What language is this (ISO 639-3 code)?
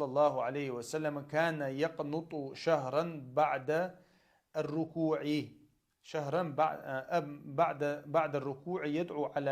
che